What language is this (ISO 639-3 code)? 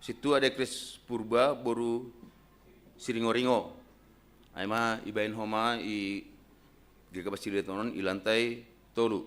bts